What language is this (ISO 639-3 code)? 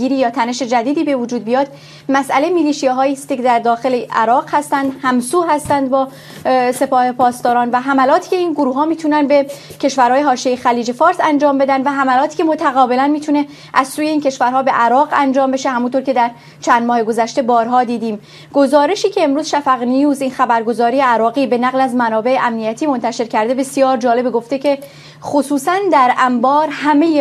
fas